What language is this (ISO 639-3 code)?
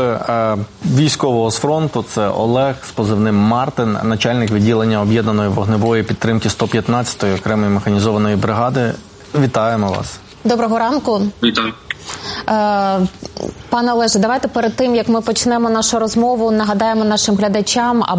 ukr